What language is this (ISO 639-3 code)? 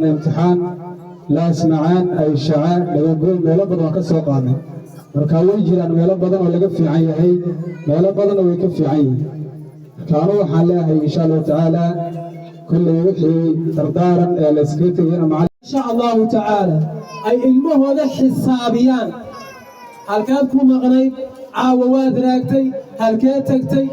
som